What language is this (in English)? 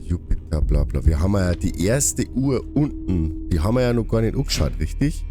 Bavarian